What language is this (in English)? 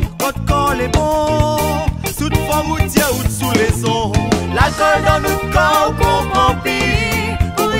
Réunion Creole French